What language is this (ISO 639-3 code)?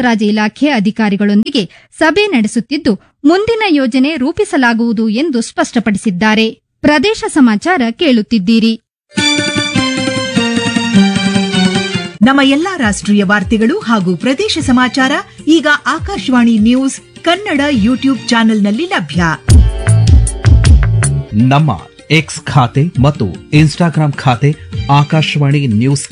kan